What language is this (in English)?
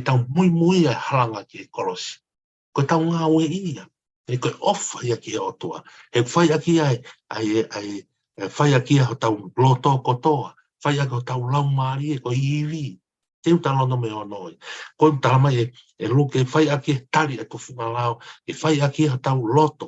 Tongan